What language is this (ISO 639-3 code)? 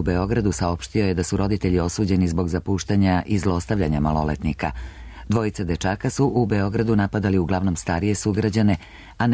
srp